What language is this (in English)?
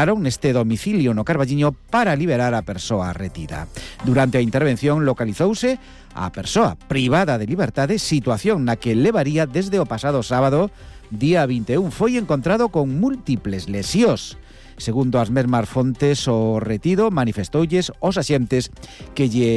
Galician